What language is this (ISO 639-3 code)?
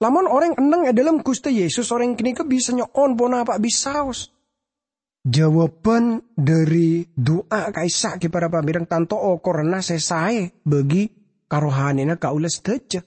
mad